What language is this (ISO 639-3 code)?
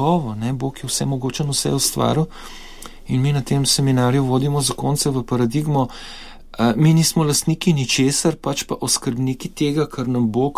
slv